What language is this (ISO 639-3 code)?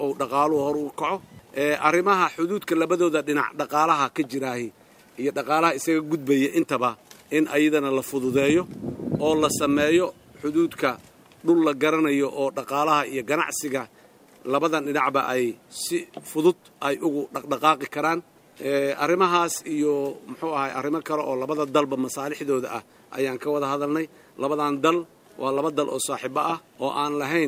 som